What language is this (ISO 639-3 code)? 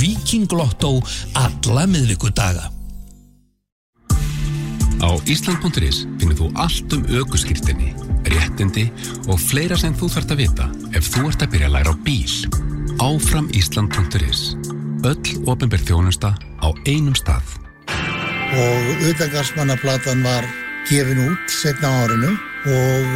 isl